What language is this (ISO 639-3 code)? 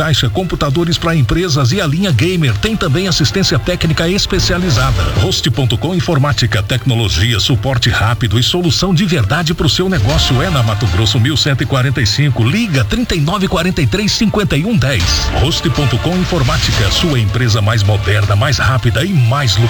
por